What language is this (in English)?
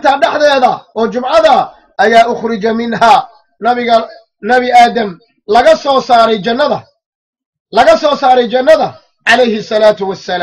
Somali